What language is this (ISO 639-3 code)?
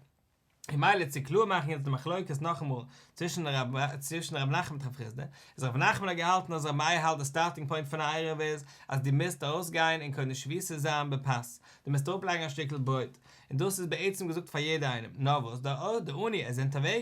yid